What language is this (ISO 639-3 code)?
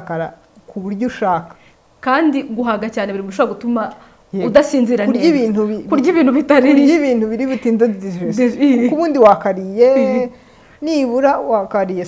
kin